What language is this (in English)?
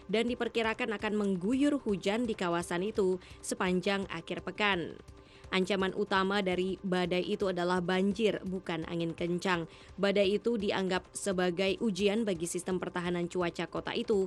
Indonesian